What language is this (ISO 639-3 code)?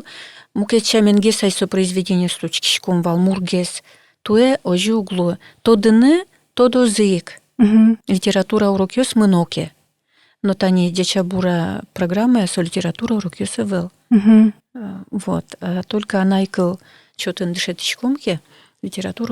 udm